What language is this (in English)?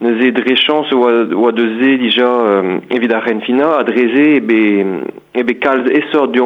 Breton